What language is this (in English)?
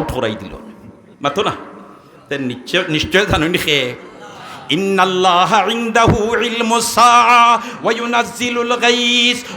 Sylheti